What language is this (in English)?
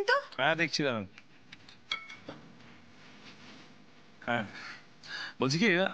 Bangla